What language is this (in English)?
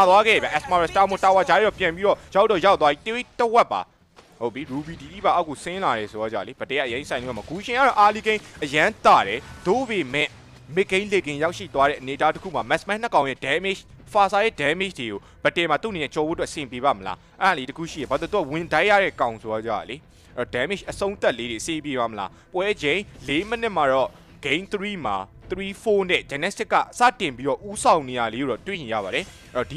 Burmese